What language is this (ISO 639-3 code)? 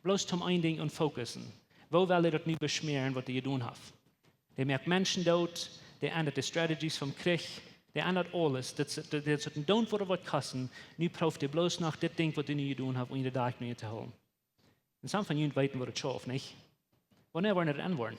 pdt